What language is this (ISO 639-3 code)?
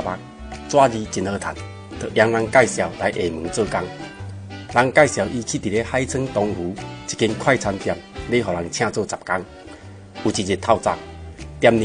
nan